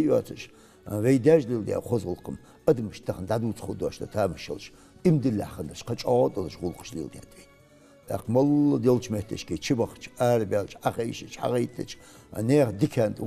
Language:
Ingush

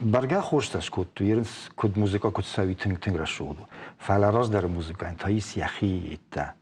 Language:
Ossetic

